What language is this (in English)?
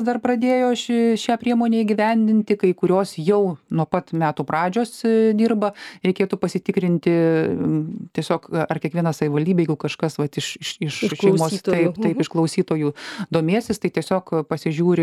Lithuanian